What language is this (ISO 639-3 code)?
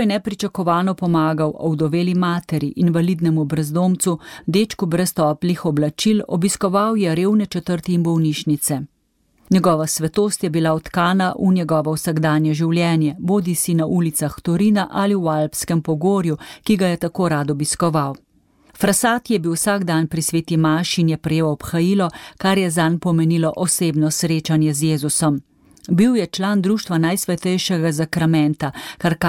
slv